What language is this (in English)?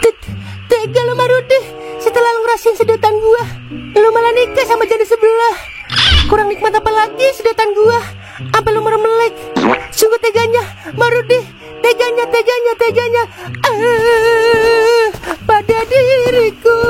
Betawi